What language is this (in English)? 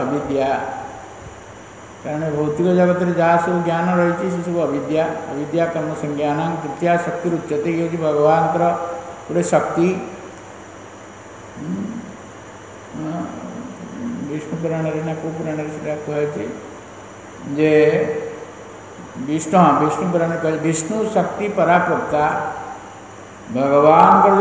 Odia